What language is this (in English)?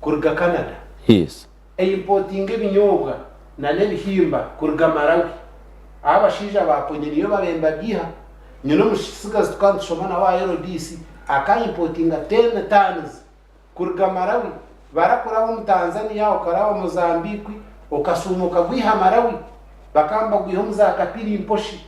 Nyankole